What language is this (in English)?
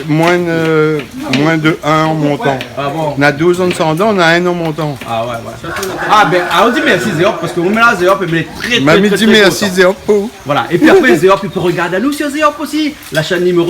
Réunion Creole French